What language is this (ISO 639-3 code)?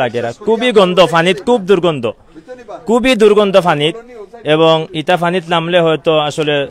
syl